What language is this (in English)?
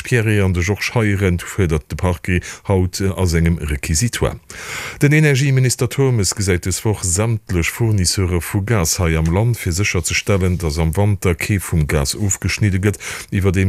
Luxembourgish